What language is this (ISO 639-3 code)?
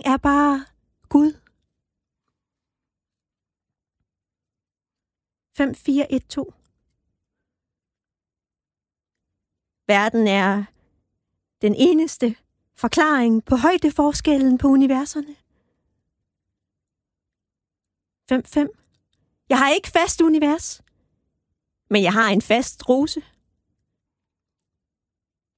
dan